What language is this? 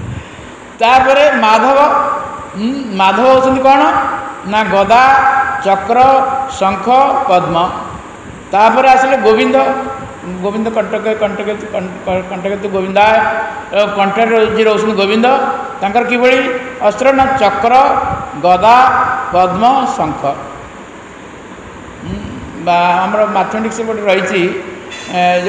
Odia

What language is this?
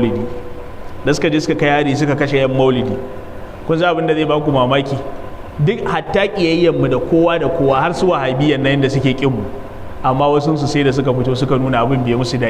Hausa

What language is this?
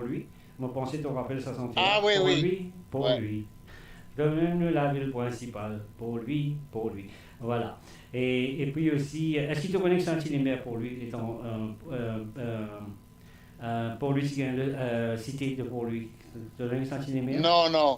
Morisyen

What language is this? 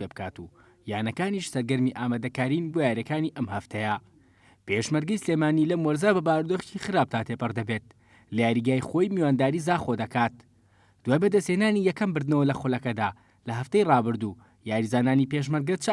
Central Kurdish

